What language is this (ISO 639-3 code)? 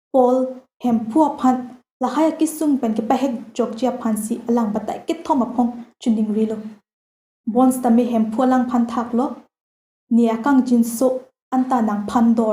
mjw